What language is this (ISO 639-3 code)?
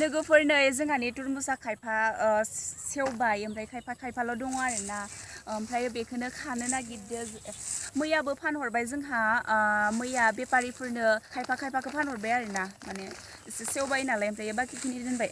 brx